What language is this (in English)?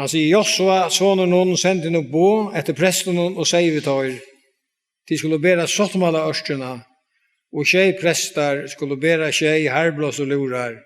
Faroese